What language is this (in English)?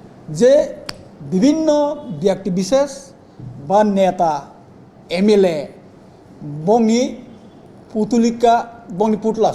Kok Borok